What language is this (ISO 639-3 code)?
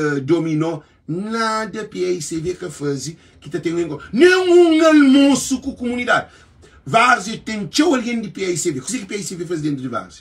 kea